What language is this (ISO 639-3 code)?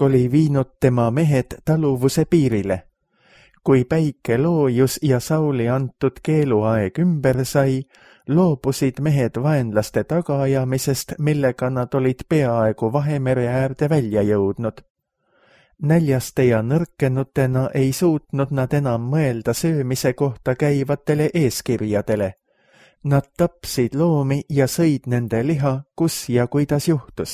est